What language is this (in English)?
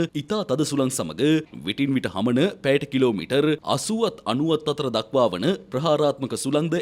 Sinhala